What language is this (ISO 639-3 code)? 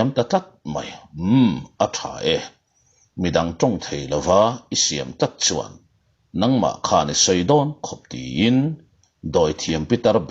lus